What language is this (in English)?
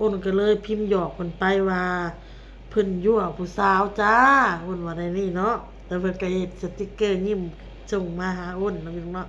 Lao